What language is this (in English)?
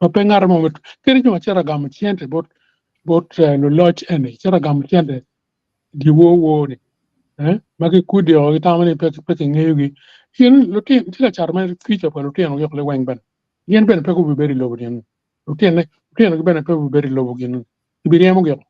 Acoli